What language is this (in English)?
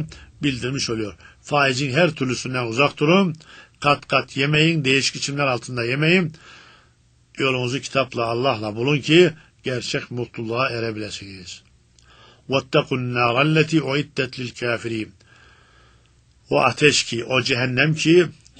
Turkish